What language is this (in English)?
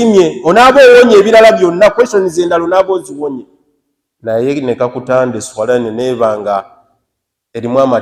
Ganda